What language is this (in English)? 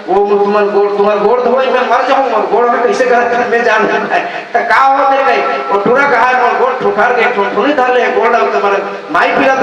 Chhattisgarhi